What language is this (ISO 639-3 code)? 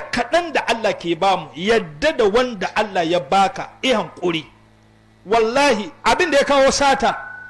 hau